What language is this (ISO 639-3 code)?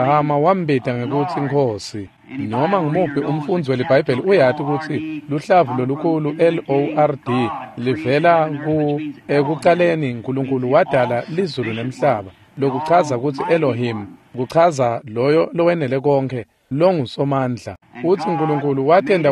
ssw